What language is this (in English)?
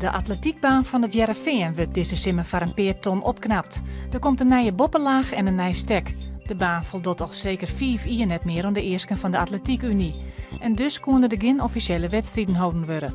Western Frisian